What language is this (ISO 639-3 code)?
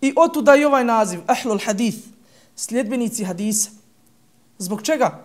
bos